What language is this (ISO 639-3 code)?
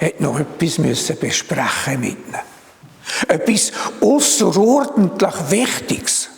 gsw